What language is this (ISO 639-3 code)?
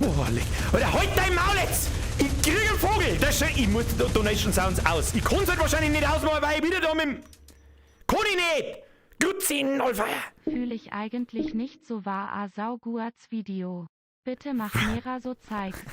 bar